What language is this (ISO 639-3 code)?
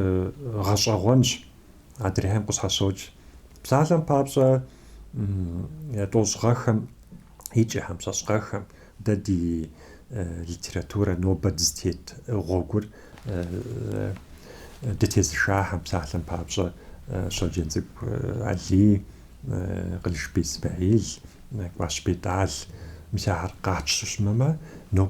kbd